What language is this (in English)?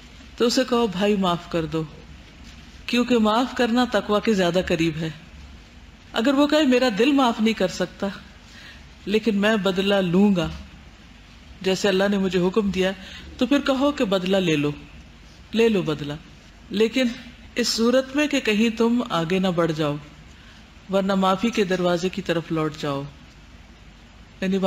Urdu